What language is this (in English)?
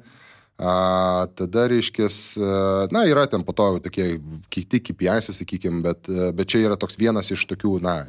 Lithuanian